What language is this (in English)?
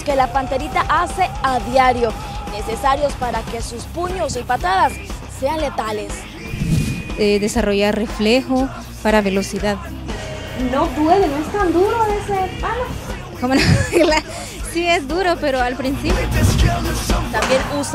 Spanish